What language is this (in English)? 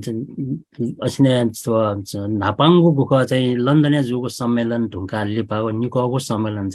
Newari